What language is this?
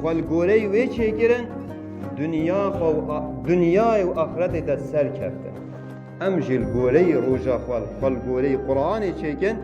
Kurdish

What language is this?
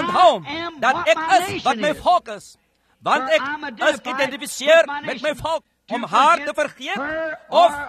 Afrikaans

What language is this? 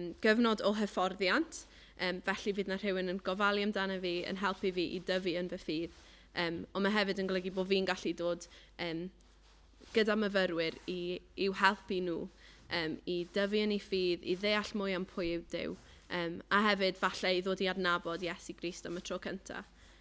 Welsh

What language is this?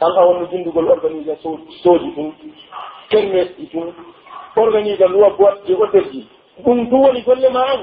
Pular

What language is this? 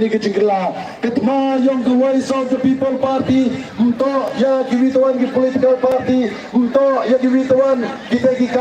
Pnar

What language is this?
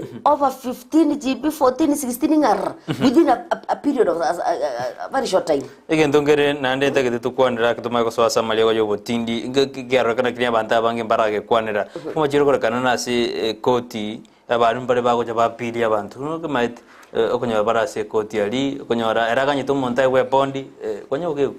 Gusii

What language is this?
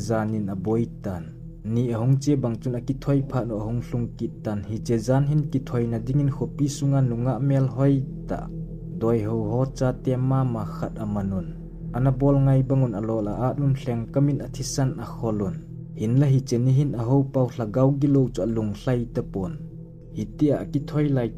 Thado Chin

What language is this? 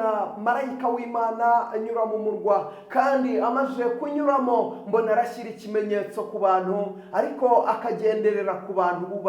Kinyarwanda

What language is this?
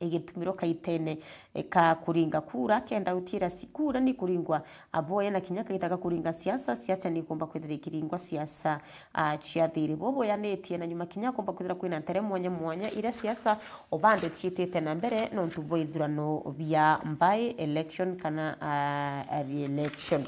Meru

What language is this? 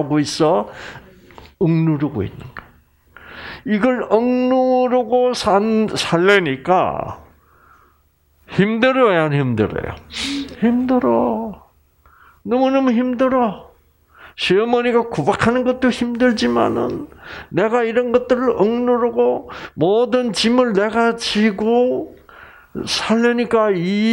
Korean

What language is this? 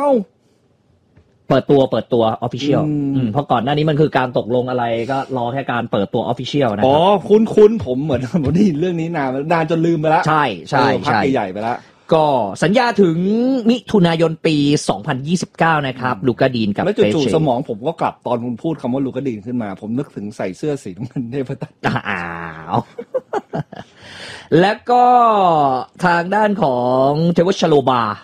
Thai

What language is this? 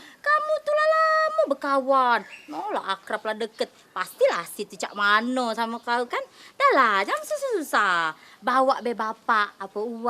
Musi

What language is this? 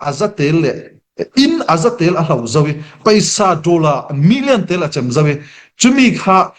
Falam Chin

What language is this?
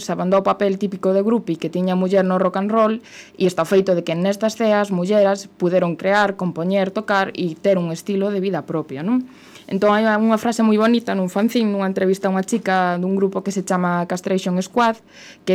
Galician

